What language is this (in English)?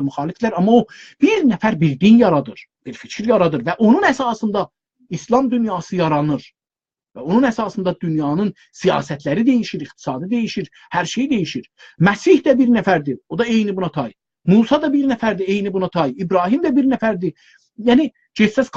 South Azerbaijani